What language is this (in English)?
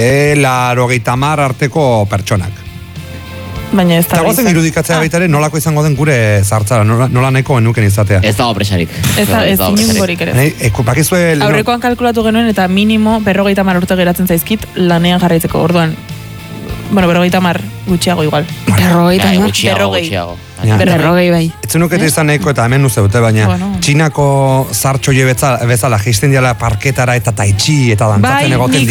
Basque